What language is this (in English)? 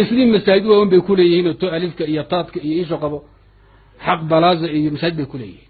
Somali